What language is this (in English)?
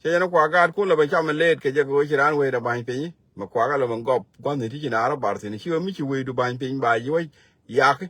Nuer